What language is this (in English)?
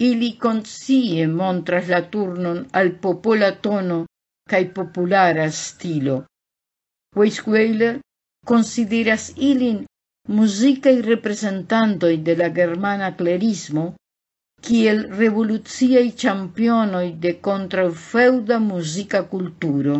Esperanto